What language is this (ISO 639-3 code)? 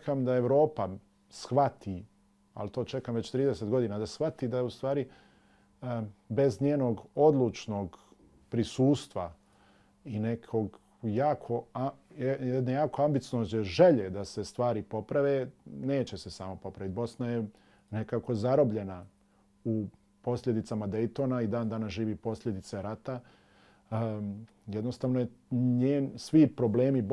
bos